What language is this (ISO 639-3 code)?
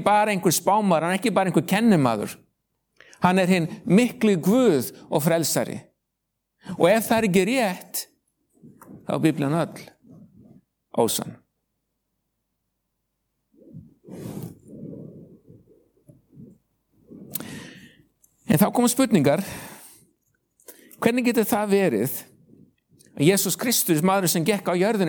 isl